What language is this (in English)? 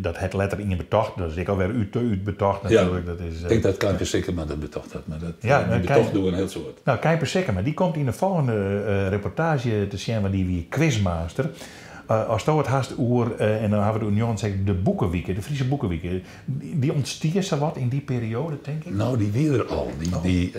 Western Frisian